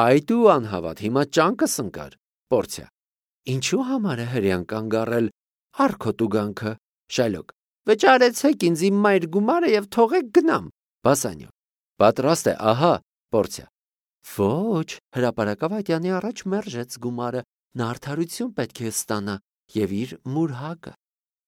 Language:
Armenian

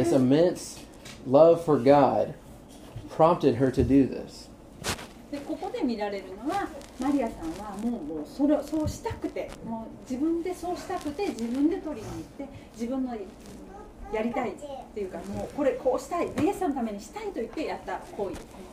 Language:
Japanese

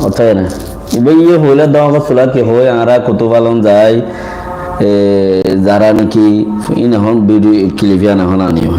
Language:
Rohingya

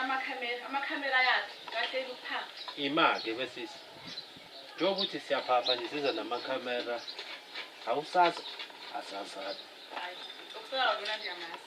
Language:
Zulu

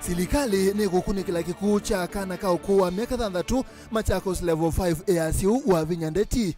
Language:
Kamba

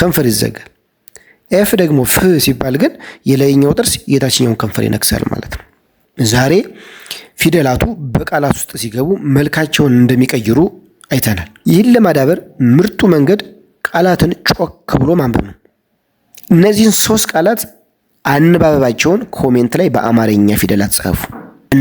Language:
Amharic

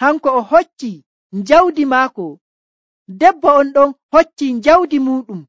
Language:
Nigerian Fulfulde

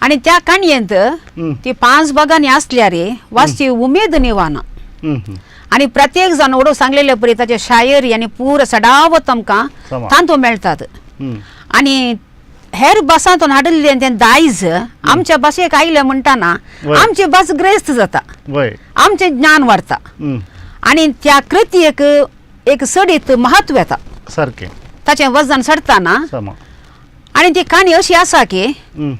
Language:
Konkani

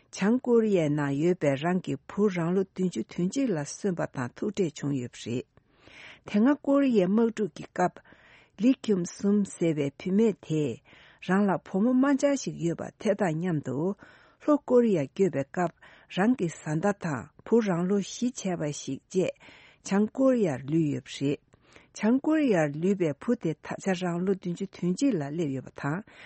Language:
Tibetan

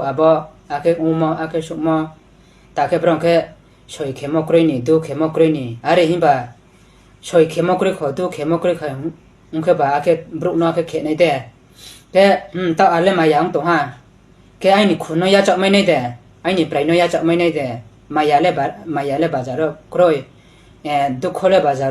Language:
Riang (India)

